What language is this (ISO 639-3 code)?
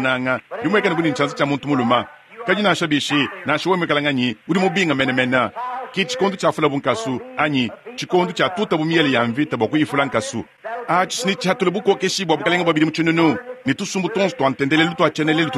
lua